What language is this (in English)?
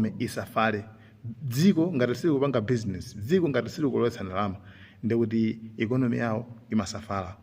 Nyanja